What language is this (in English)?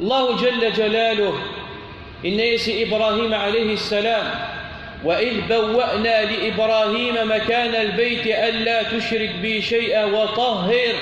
Kabyle